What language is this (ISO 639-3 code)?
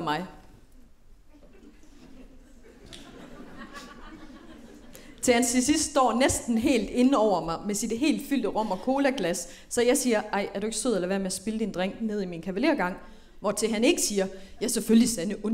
dan